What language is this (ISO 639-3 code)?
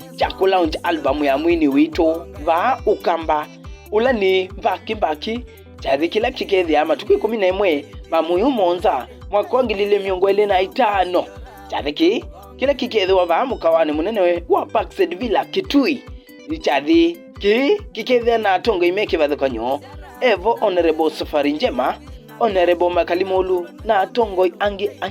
kam